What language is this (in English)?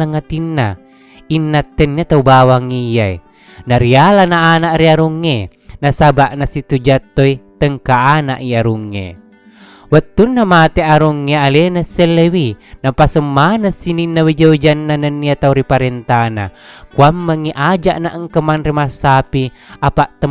Buginese